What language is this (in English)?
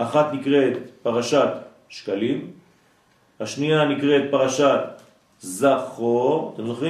Hebrew